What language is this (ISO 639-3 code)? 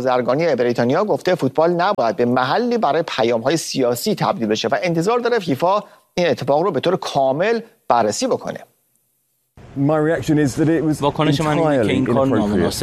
fas